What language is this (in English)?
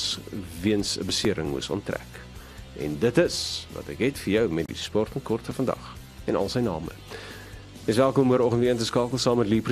Afrikaans